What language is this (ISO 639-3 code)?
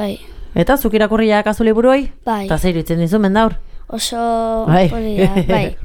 eus